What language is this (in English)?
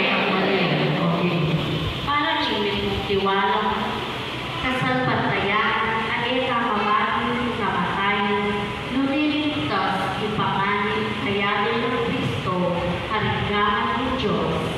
Pampanga